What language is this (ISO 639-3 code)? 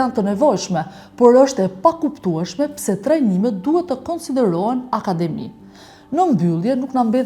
sqi